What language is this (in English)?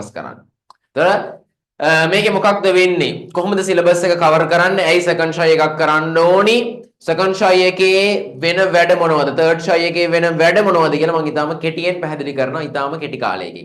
Sinhala